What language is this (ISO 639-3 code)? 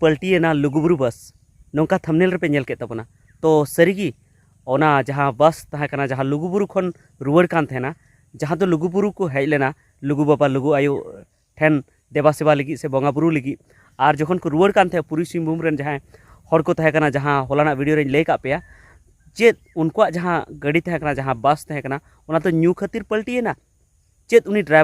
sat